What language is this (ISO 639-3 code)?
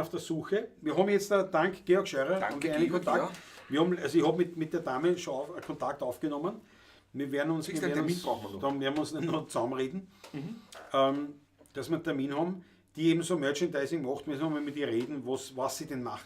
bar